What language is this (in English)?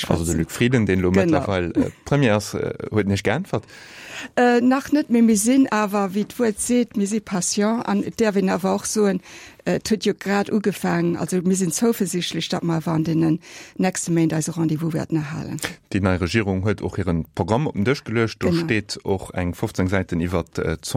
Luxembourgish